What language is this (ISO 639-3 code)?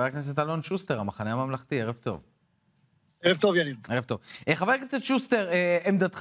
heb